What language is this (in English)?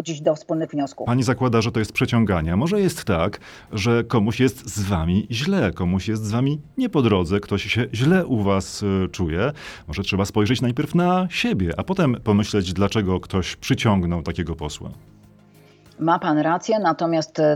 Polish